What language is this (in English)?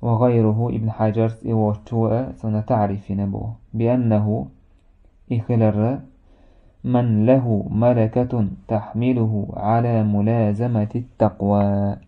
Chechen